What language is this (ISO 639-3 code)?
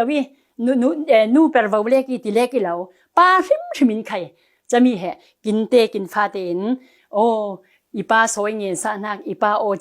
cfm